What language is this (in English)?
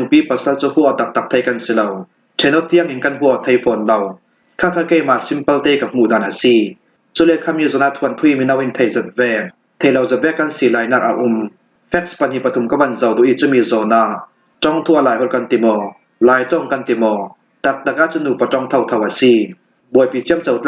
Falam Chin